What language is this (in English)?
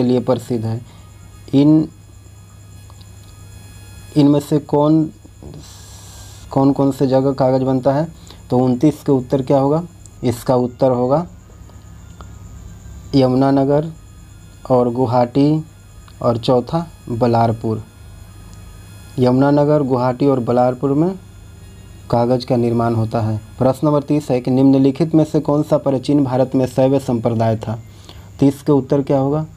Hindi